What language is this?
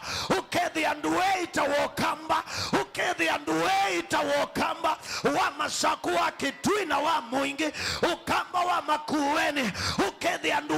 Kamba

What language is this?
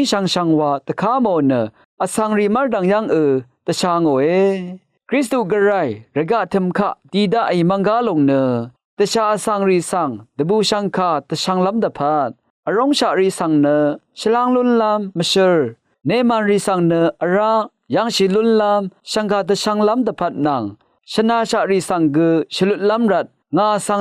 Rawang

